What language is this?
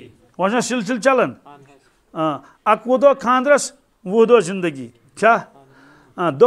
Kashmiri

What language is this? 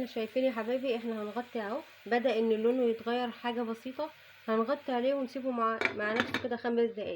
Egyptian Arabic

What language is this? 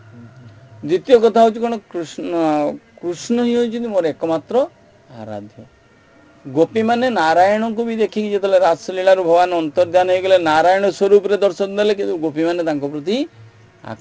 Odia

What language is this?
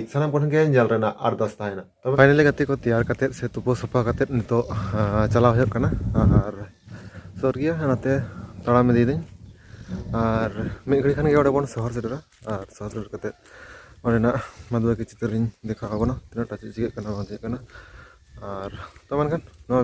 Santali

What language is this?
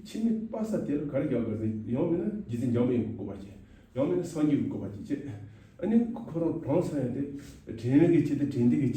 Tibetan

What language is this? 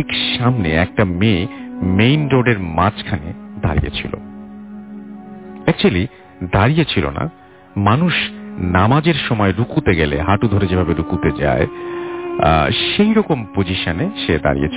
Bangla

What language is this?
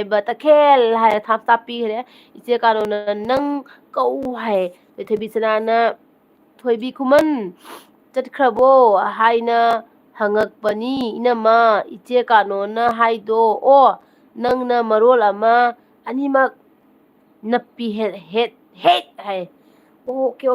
Manipuri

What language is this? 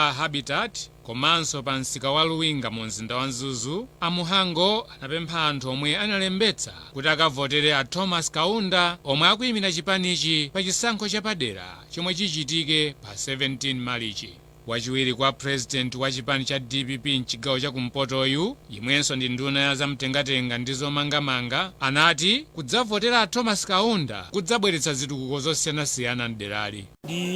Nyanja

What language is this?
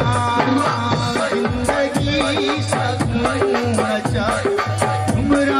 Saraiki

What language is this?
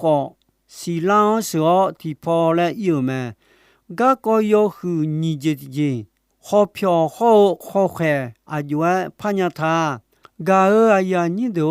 Akha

